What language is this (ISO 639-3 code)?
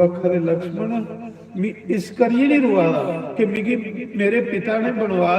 doi